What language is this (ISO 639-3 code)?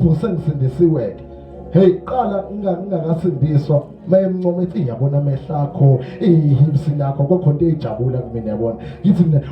zul